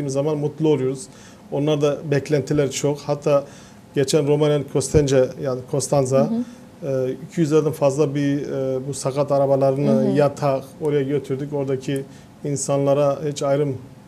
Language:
Gagauz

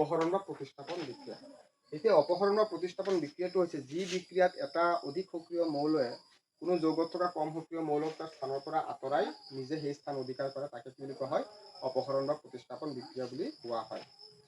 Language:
Assamese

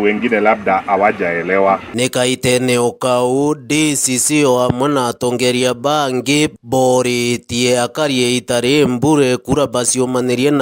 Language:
Meru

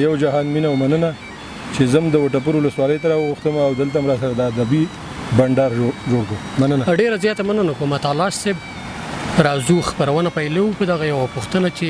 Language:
Pashto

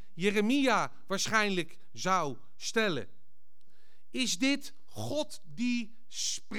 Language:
Dutch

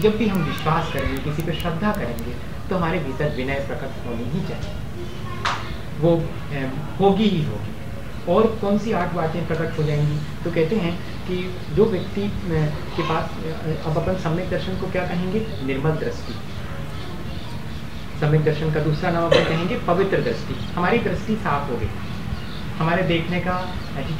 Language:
Hindi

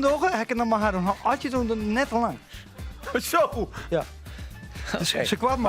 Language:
Western Frisian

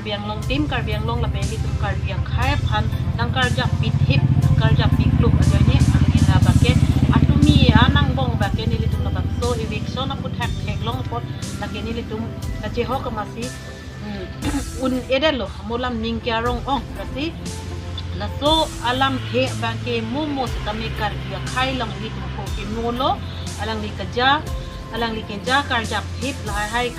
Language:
Karbi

